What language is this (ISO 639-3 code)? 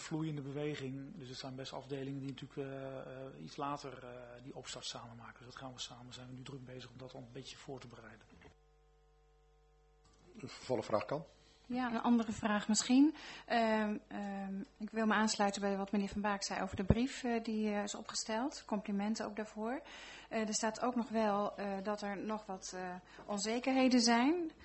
nld